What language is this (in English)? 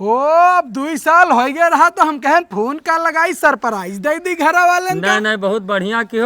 Awadhi